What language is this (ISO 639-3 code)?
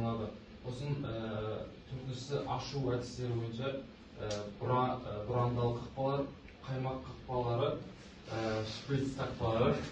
kaz